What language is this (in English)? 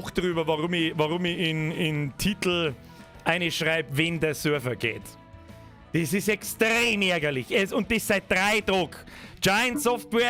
Bavarian